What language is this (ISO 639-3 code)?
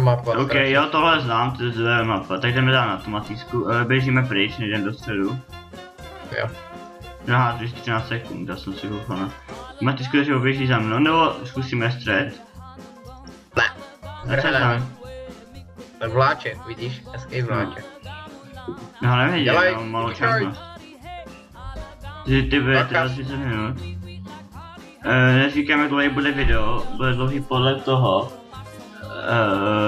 ces